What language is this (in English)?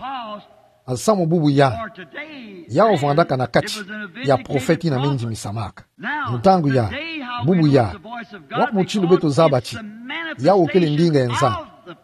Kituba (Democratic Republic of Congo)